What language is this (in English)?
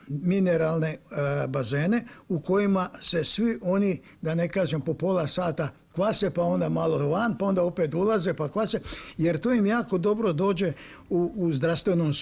Croatian